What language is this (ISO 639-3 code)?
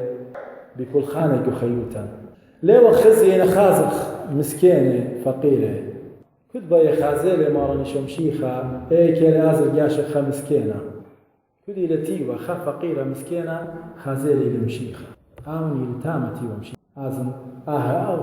aii